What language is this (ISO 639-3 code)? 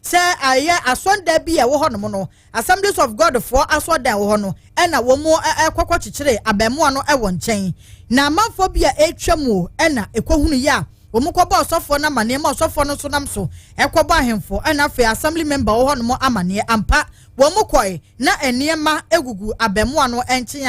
aka